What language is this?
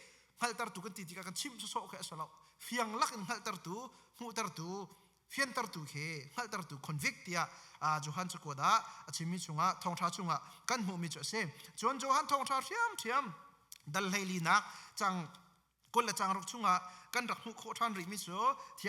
Hakha Chin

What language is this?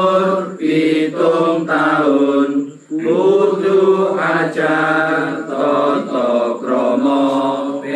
Javanese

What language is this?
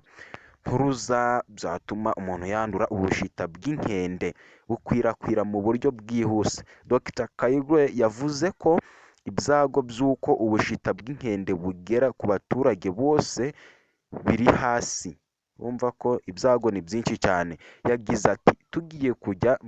Kinyarwanda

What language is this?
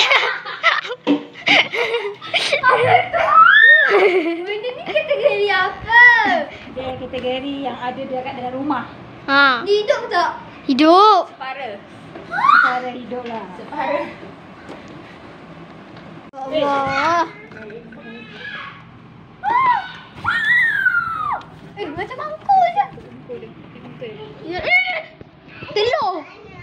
Malay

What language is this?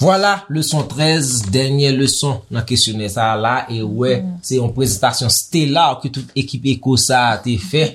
Haitian Creole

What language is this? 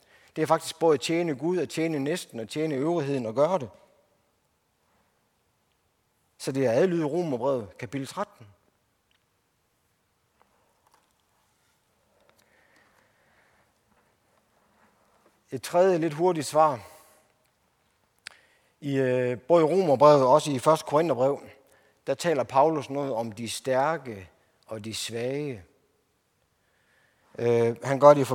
Danish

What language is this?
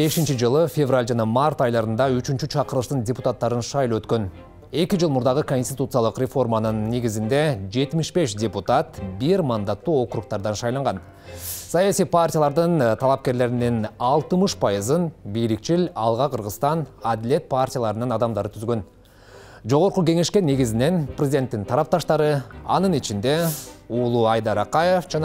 Kyrgyz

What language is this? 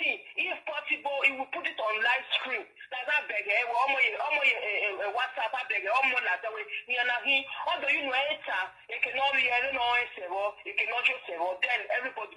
Nigerian Pidgin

